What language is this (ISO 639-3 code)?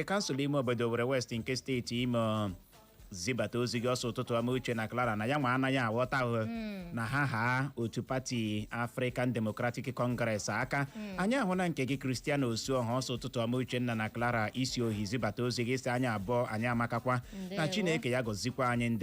ibo